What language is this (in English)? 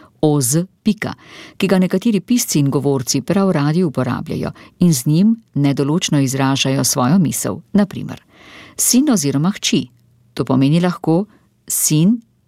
Slovenian